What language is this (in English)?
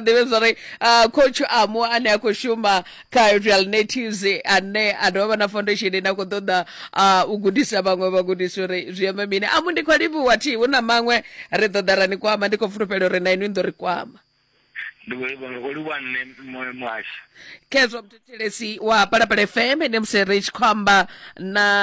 Venda